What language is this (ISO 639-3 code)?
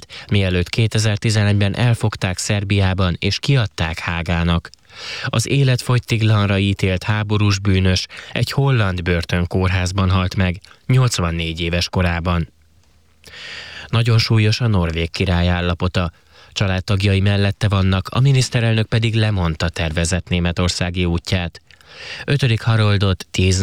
hun